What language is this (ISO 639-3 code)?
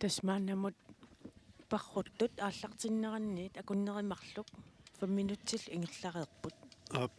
kal